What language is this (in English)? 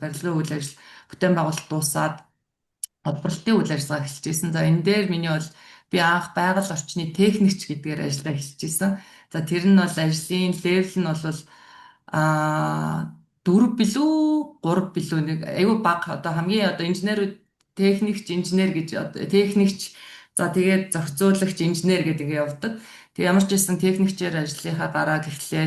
Mongolian